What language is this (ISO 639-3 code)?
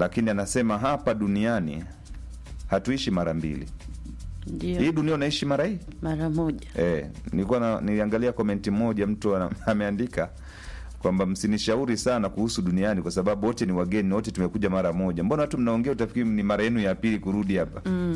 swa